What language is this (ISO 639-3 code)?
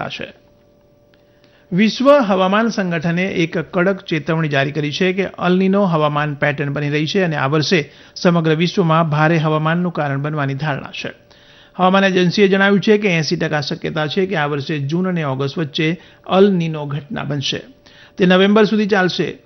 guj